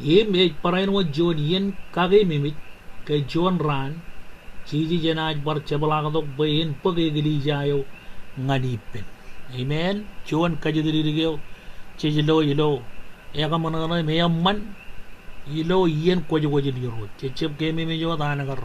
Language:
Marshallese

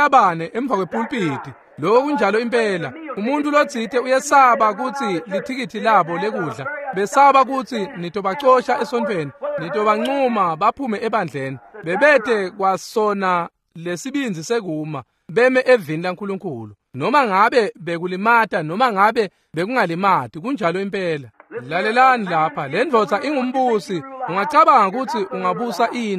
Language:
Swati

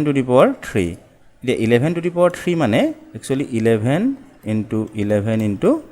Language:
Assamese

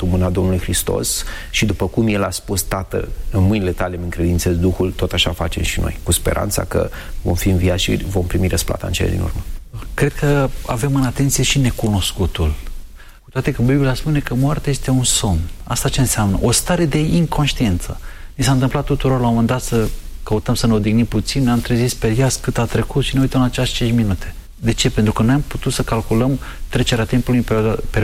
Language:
Romanian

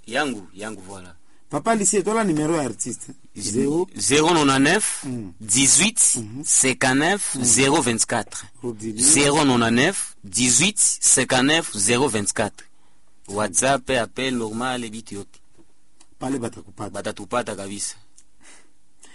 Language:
Swahili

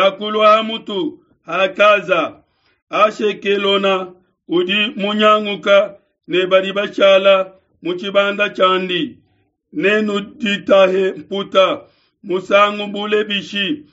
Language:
Luba-Lulua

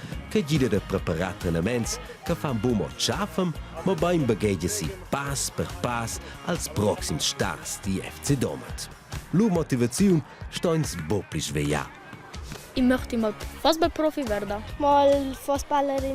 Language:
Romansh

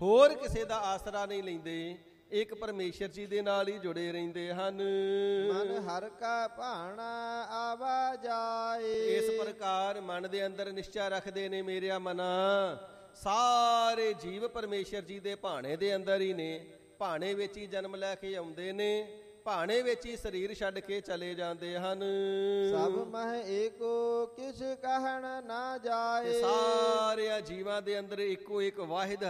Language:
Punjabi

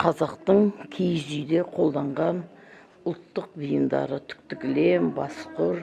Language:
Kazakh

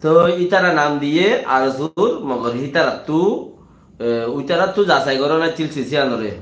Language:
Rohingya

